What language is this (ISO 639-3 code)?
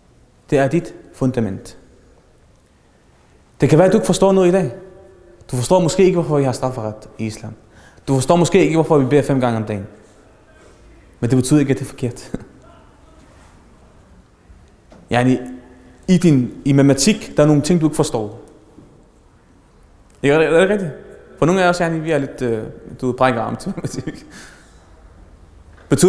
dan